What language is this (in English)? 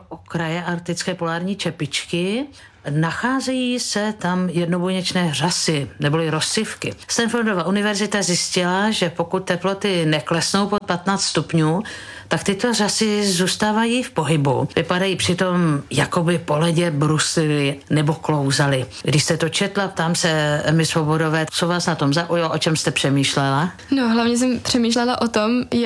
Czech